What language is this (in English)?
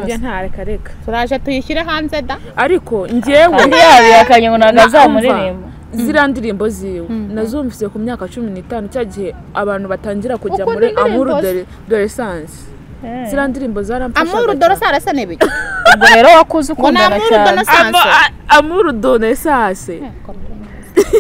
Kinyarwanda